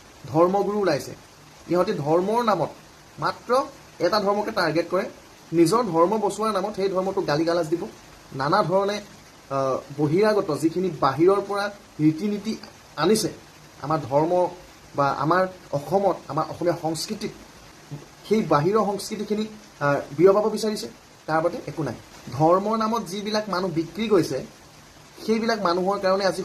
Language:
Assamese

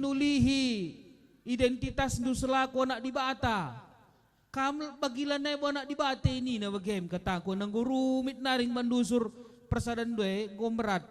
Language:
Batak Karo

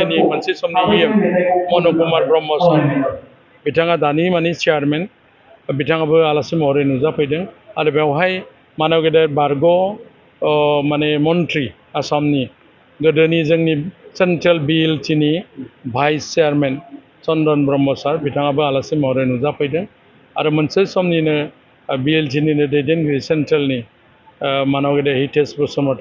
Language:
Bodo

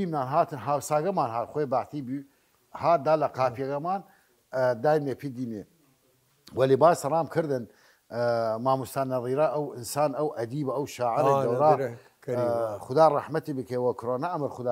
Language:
Southern Kurdish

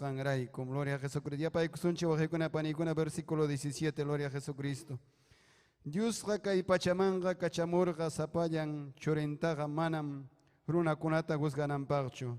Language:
Ayacucho Quechua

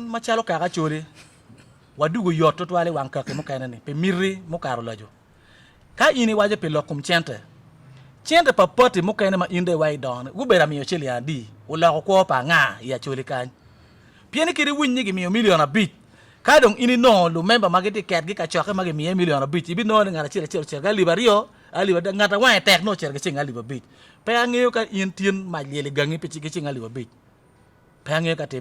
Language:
Acoli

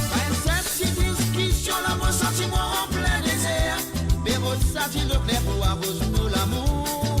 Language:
Morisyen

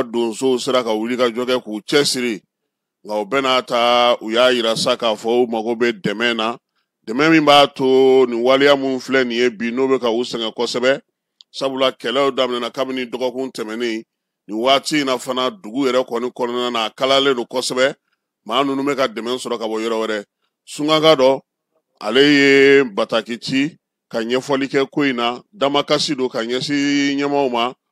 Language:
Bambara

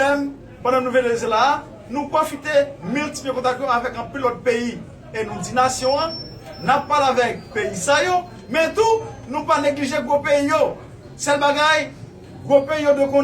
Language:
Haitian Creole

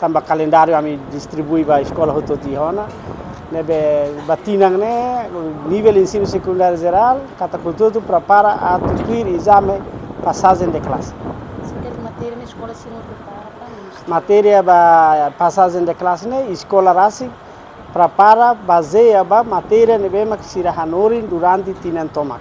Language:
Tetum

